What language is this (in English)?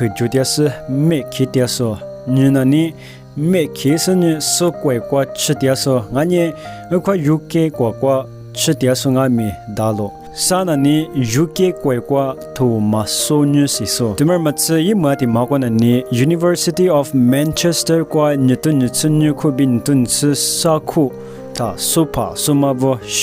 Lisu